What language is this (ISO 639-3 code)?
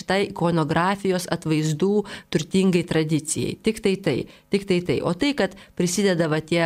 lit